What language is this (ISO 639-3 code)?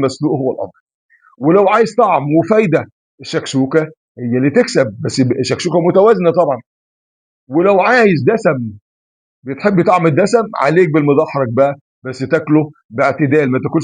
arz